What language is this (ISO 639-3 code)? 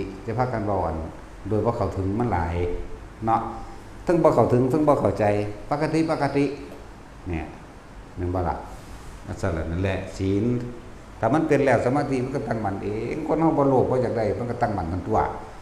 tts